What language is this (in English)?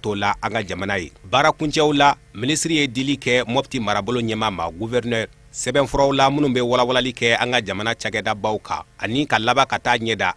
Bambara